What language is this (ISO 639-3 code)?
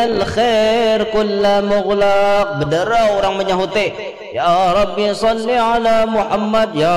bjn